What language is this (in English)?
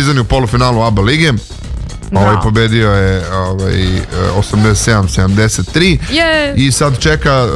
Serbian